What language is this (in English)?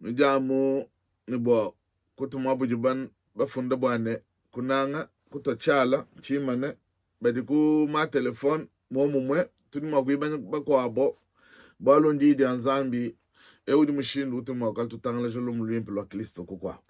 Luba-Lulua